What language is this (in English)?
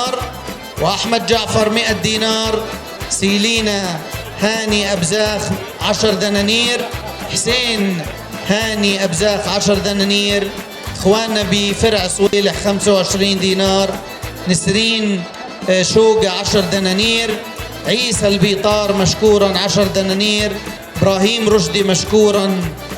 North Levantine Arabic